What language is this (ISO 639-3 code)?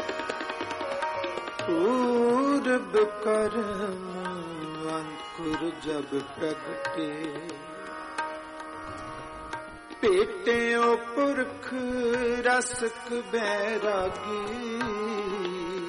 pan